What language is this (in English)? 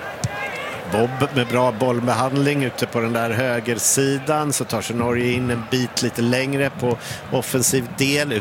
Swedish